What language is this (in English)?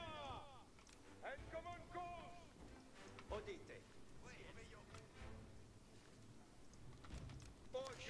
Turkish